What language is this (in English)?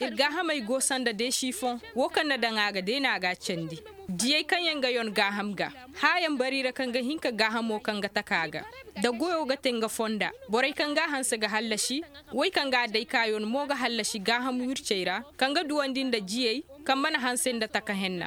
Zarma